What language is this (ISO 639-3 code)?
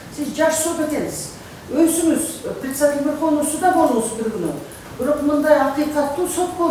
kir